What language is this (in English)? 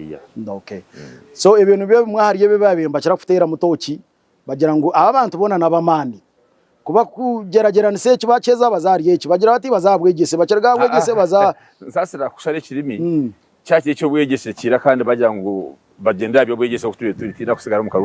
Nyankole